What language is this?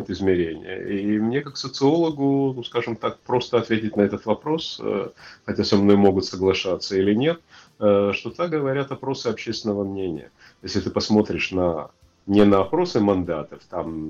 Russian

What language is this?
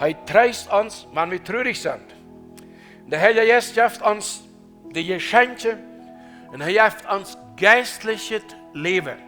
Plautdietsch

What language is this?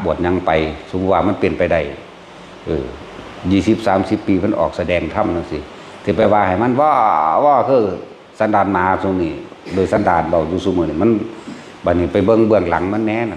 Northeastern Thai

